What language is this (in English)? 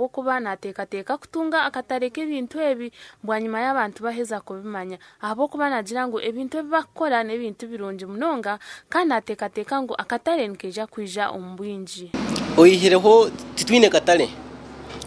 Nyankole